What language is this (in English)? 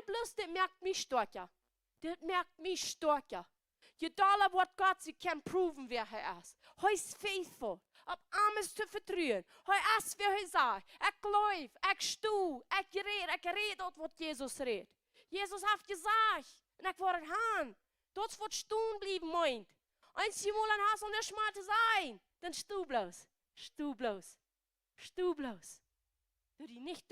Plautdietsch